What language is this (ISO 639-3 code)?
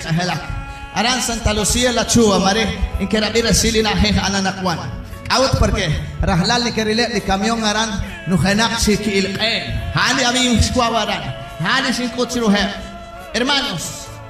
kek